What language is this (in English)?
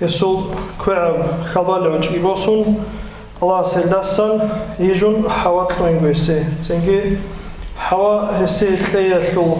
Avaric